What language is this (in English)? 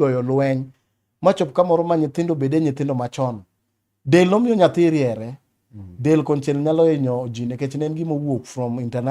Luo (Kenya and Tanzania)